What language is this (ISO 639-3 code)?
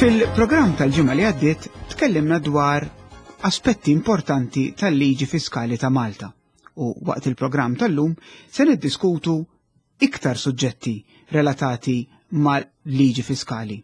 mlt